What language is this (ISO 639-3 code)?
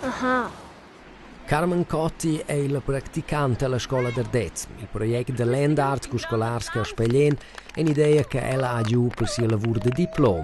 roh